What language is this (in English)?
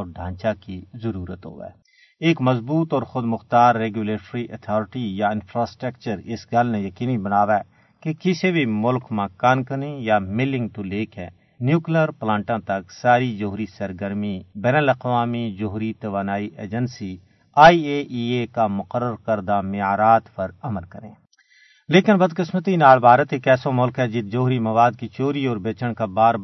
Gujari